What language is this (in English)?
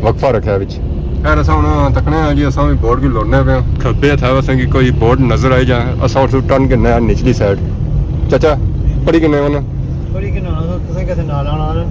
Pahari-Potwari